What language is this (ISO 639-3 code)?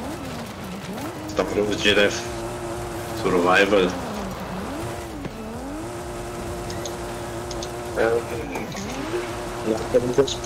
ron